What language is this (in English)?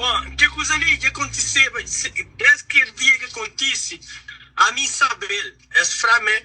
Kabuverdianu